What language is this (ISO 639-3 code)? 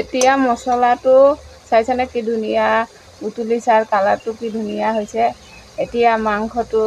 asm